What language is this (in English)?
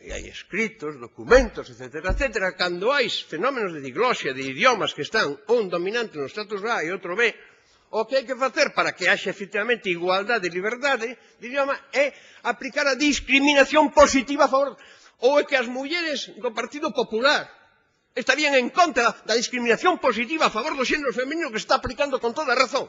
Galician